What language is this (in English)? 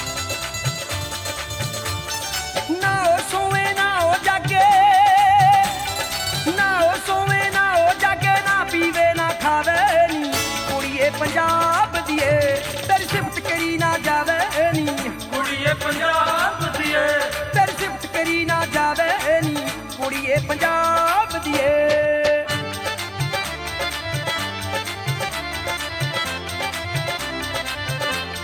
Punjabi